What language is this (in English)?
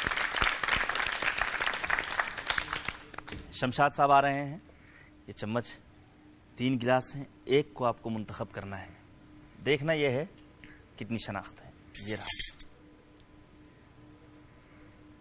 Urdu